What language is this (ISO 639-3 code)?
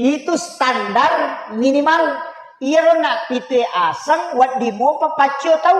bug